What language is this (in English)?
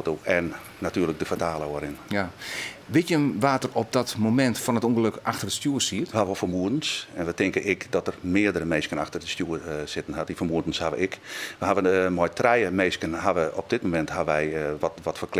Western Frisian